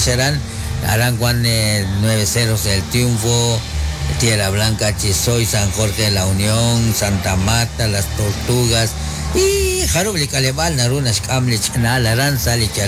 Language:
Kekchí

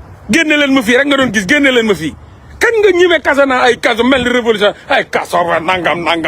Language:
Wolof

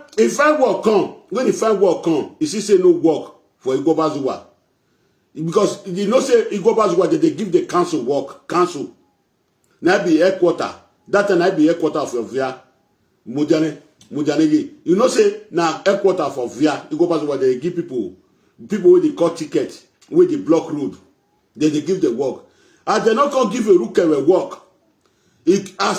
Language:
Nigerian Pidgin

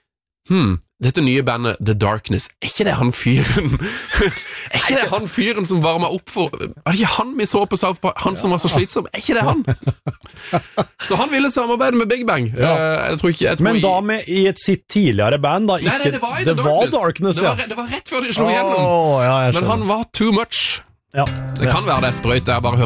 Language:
Norwegian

